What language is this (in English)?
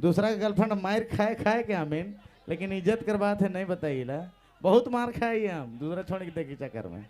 Sadri